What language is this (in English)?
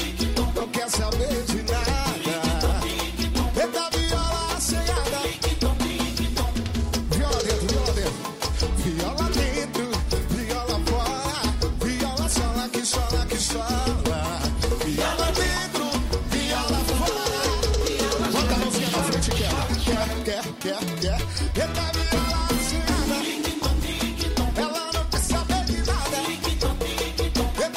Portuguese